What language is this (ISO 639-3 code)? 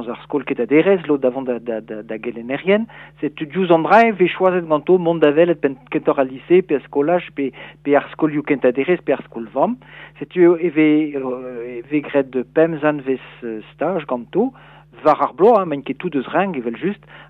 bre